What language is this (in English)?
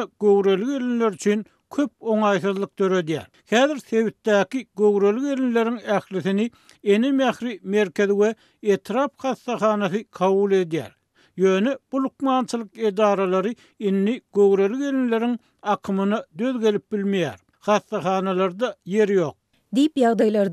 Turkmen